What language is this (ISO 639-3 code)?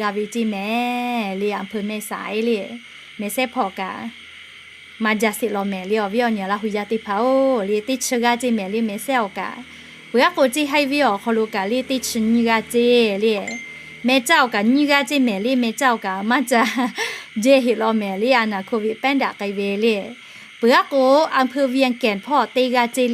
lhu